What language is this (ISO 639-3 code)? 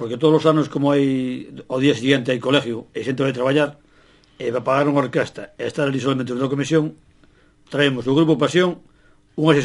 glg